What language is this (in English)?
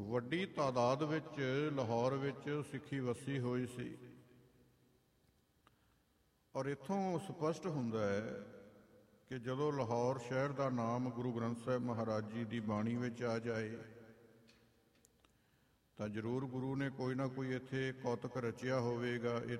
Punjabi